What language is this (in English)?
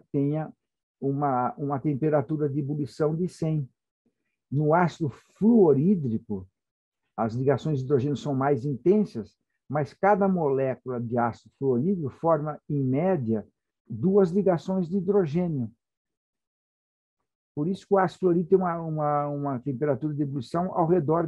Portuguese